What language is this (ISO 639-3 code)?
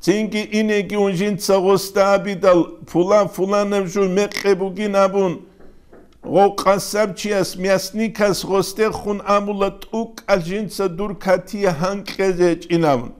ava